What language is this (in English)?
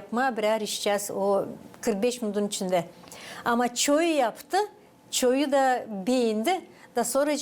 Gagauz